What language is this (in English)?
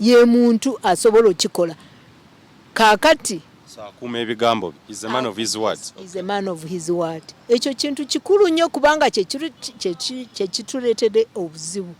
Ganda